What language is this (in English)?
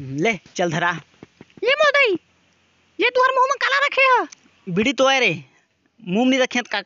Chhattisgarhi